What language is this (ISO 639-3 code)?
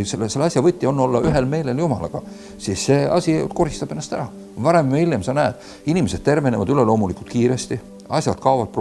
est